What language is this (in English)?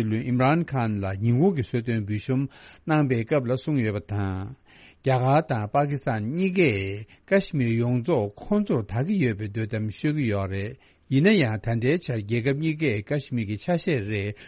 Tibetan